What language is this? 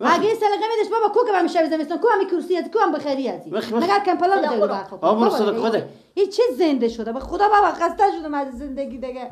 Persian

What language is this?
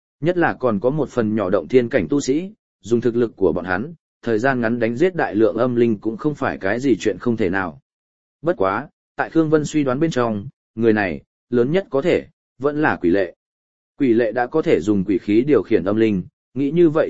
Vietnamese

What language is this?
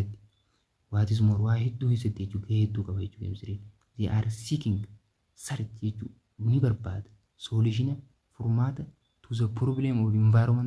Oromo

